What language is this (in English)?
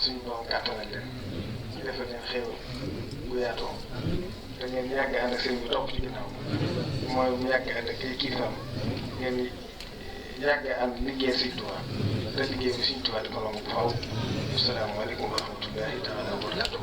Wolof